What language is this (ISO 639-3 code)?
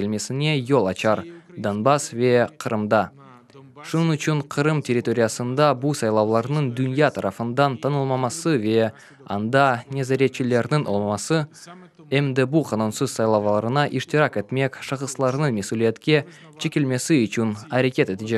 crh